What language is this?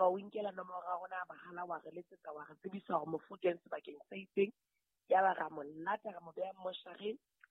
Southern Sotho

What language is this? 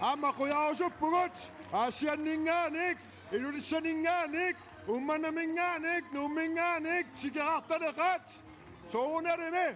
Kalaallisut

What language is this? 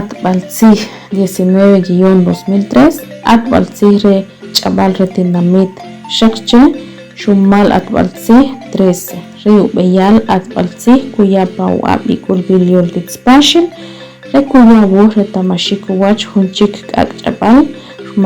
Achi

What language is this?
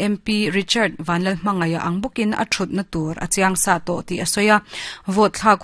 Mizo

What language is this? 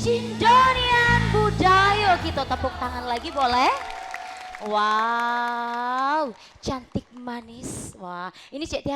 Musi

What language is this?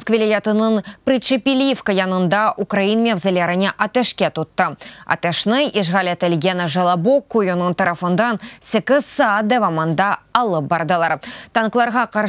Crimean Tatar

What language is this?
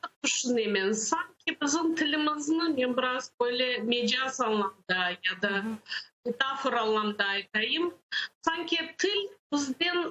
Crimean Tatar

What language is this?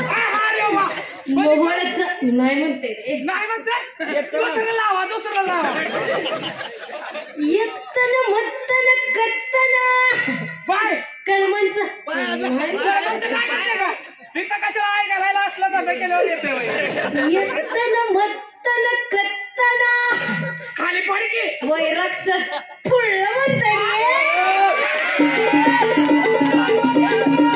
Marathi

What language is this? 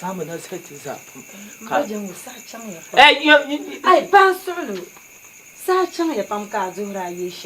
Dagbani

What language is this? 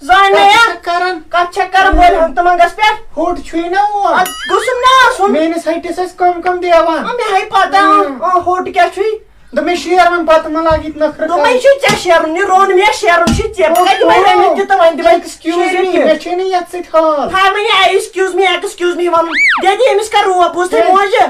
Kashmiri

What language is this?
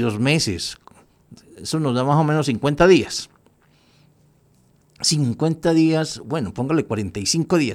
Spanish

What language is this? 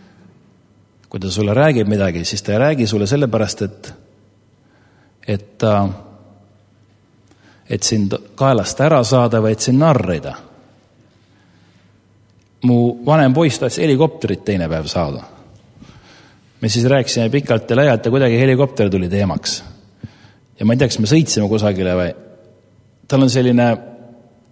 Estonian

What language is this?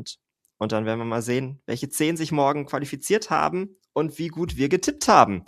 German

